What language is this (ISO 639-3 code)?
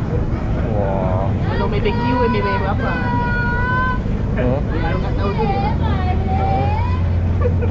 msa